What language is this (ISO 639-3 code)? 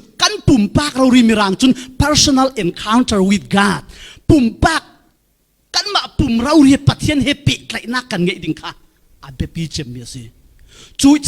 cfm